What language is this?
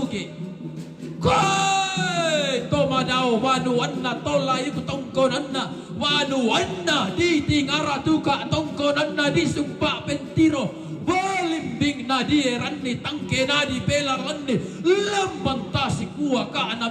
Toraja-Sa'dan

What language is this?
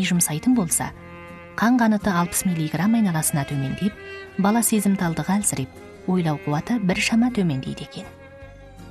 Kazakh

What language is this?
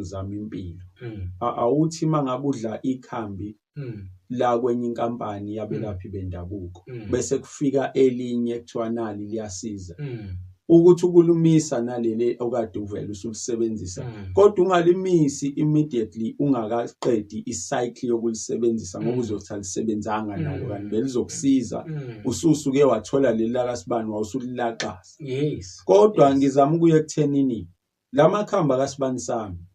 Zulu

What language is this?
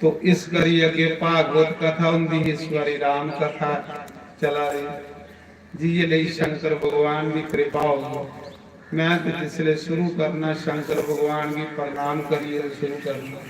Dogri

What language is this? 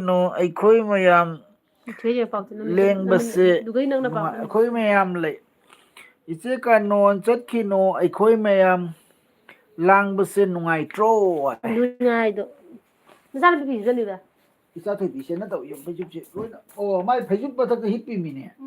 Manipuri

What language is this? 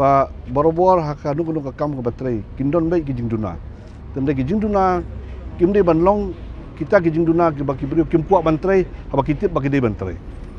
Khasi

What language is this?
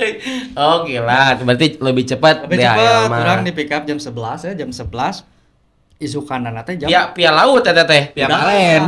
Sundanese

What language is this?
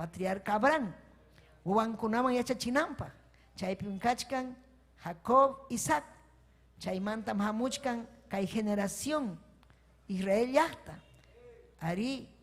Ayacucho Quechua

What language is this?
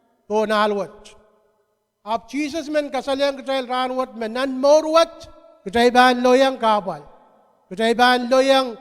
Pohnpeian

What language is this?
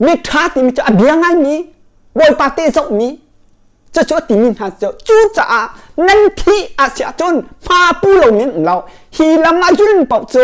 Hakha Chin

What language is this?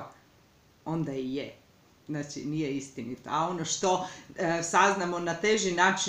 Croatian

